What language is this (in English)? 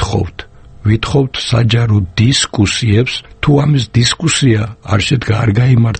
Georgian